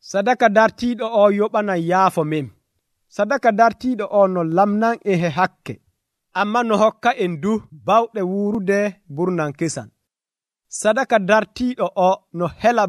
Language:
Nigerian Fulfulde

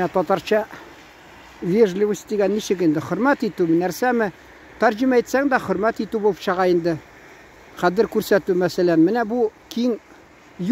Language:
Tatar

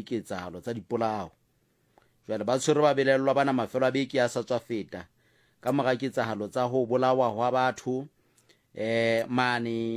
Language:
Southern Sotho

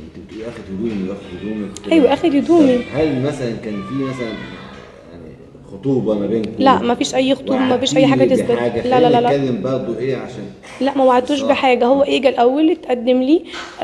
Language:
Egyptian Arabic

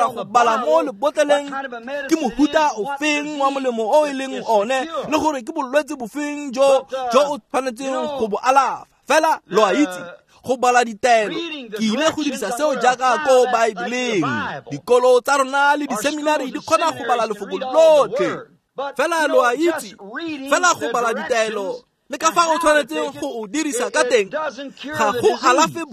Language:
Tswana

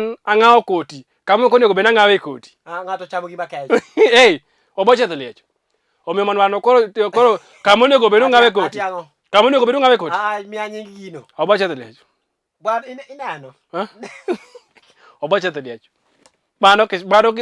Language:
Luo (Kenya and Tanzania)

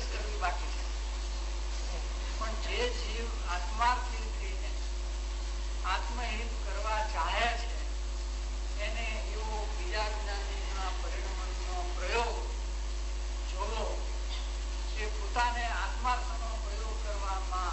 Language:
Gujarati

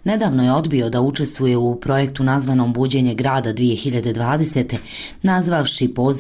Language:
Serbian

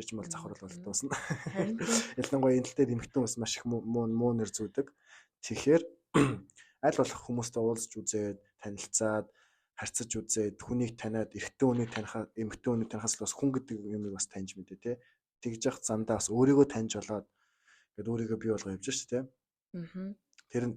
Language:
Mongolian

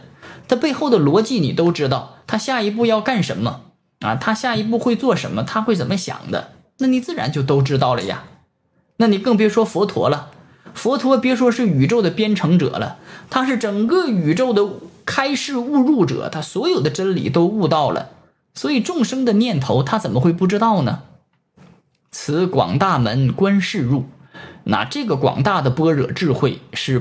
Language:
Chinese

